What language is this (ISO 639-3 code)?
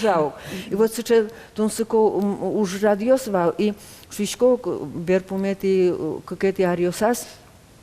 udm